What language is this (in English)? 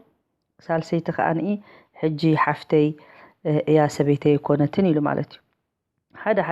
Tigrinya